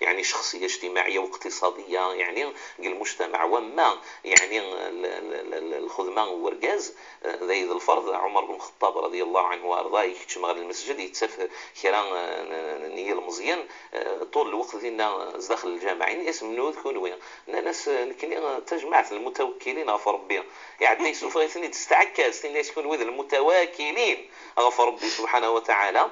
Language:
Moroccan Arabic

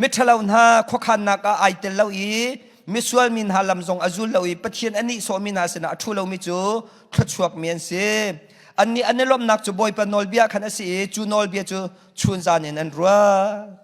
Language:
Hakha Chin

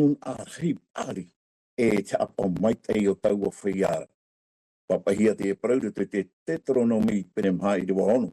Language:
Tahitian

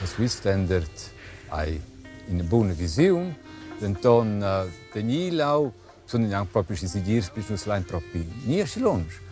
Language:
Romansh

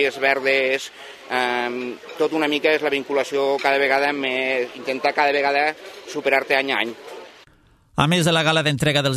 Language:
Catalan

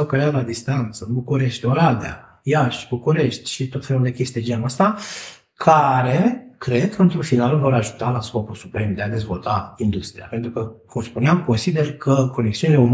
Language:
Romanian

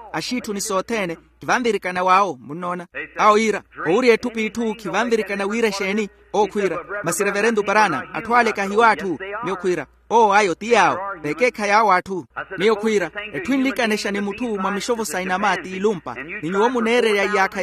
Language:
Makhuwa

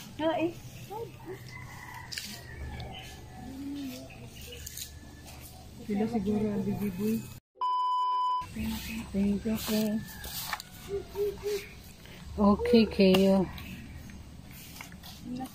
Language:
Filipino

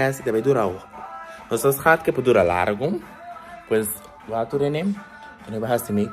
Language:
Papiamento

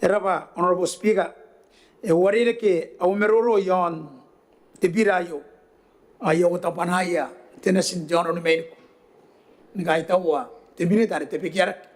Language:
Gilbertese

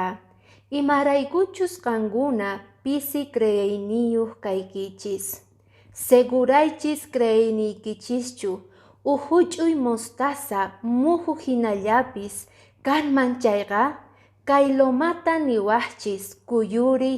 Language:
Quechua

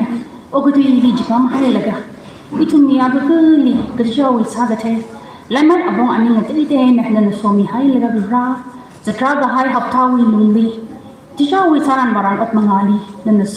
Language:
Tangkhul Naga (India)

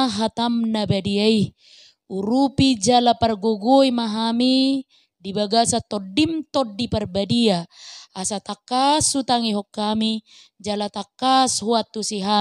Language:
Batak Toba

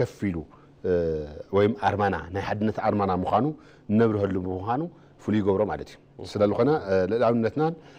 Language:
Tigrinya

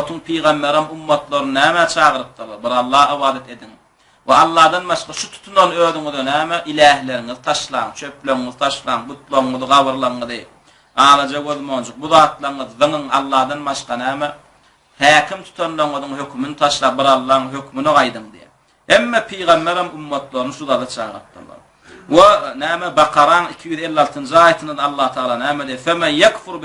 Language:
Turkmen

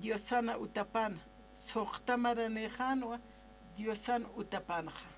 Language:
Aymara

